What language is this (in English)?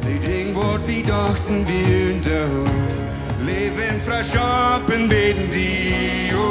Plautdietsch